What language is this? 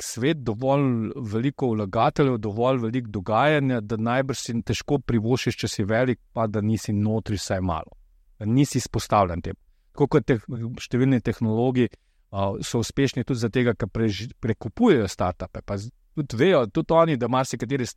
Slovenian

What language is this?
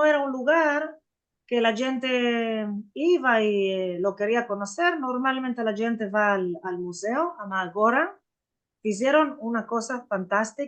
Ladino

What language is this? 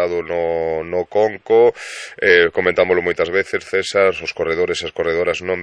Galician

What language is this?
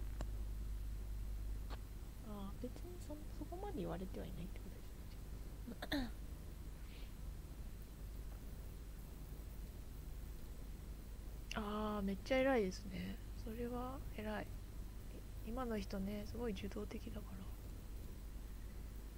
Japanese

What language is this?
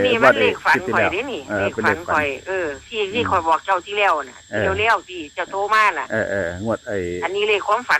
Northeastern Thai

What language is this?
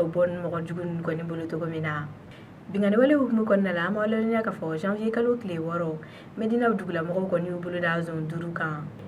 Bambara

